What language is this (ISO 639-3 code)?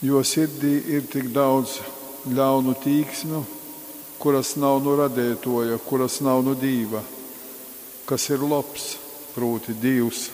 ltg